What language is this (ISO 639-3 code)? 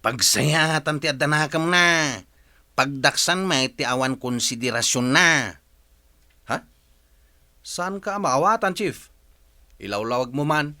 ilo